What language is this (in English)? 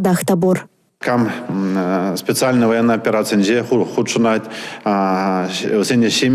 Chuvash